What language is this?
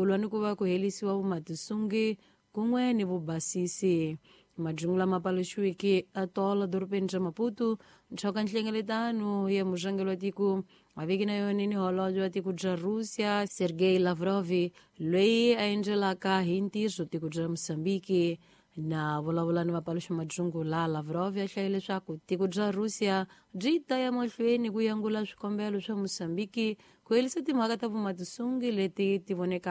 Tsonga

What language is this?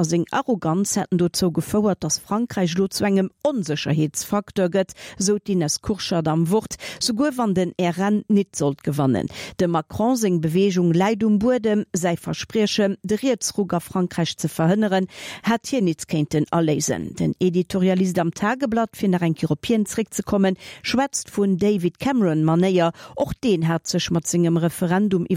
Luxembourgish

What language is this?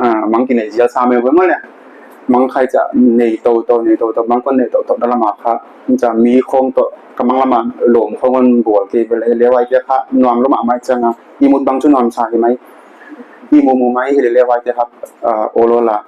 Paite Chin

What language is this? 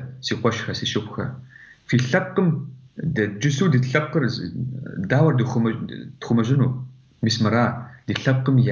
Kabardian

